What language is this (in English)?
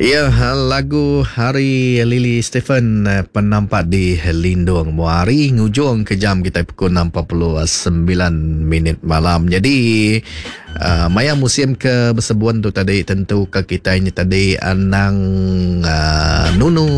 Iban